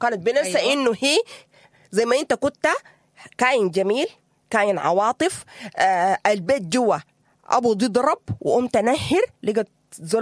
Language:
Sudanese Arabic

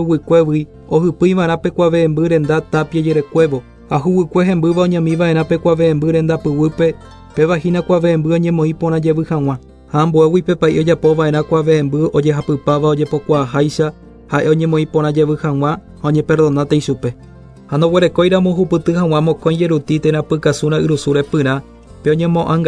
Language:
Guarani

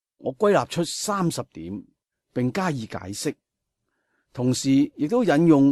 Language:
Cantonese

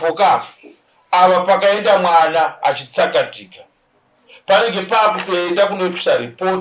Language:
Shona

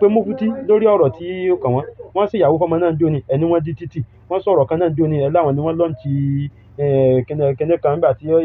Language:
Yoruba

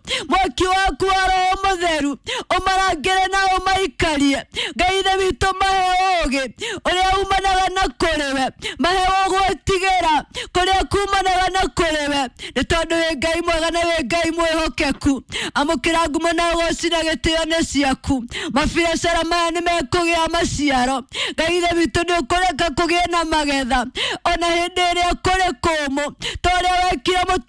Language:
Kikuyu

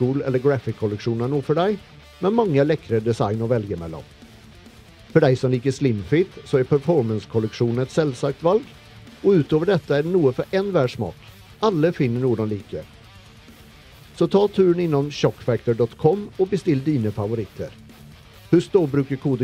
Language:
Norwegian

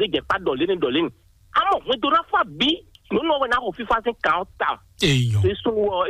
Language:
Fon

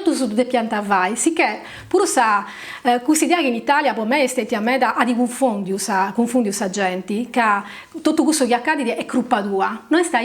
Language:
Sardinian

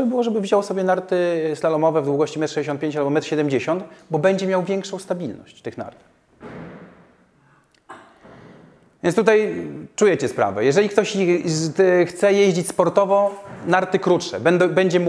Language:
Polish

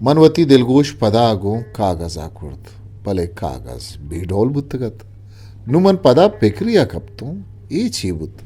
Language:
Eastern Balochi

